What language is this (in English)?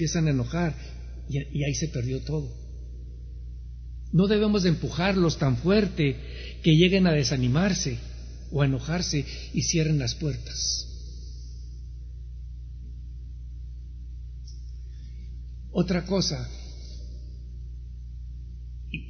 Spanish